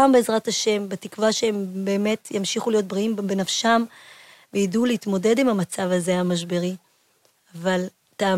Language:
Hebrew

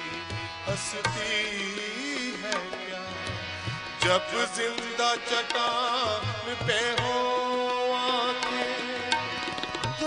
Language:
Hindi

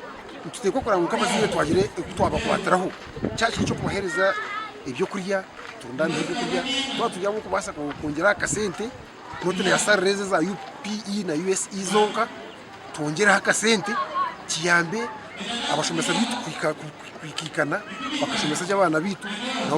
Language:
Nyankole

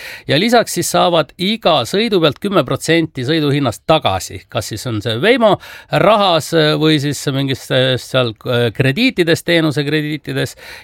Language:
Estonian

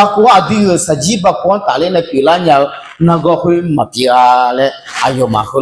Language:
Akha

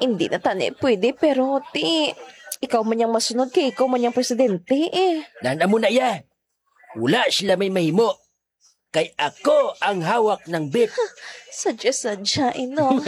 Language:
Hiligaynon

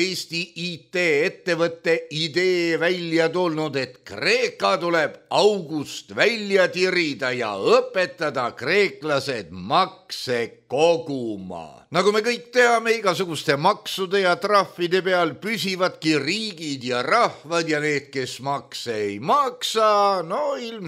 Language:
Estonian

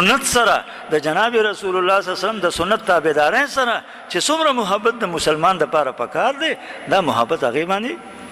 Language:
Pashto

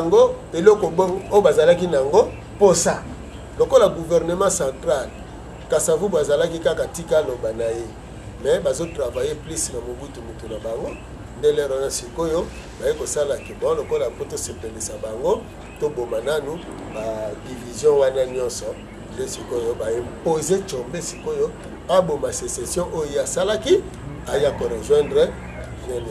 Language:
Lingala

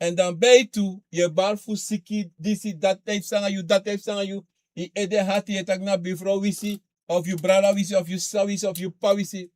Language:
Sranan Tongo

